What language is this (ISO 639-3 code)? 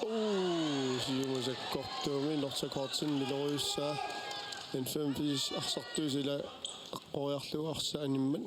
kal